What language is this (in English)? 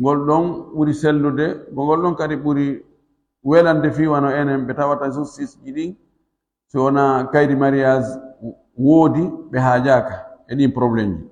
Fula